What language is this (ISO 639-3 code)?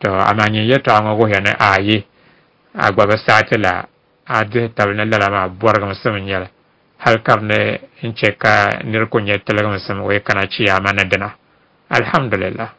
dag